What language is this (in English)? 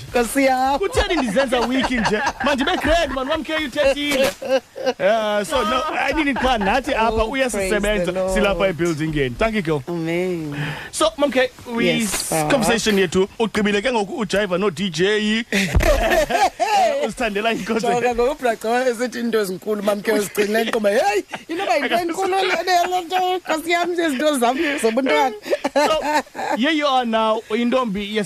Xhosa